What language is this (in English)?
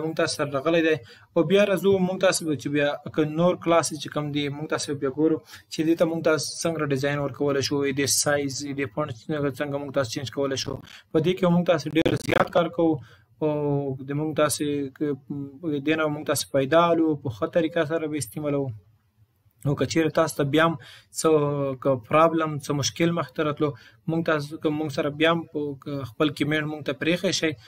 Pashto